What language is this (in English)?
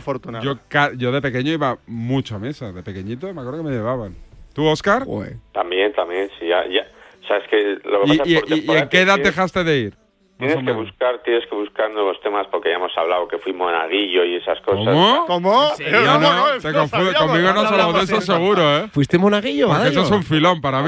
Spanish